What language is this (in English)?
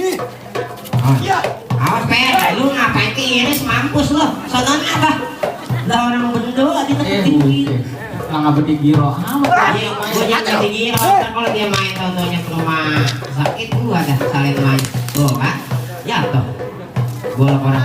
Betawi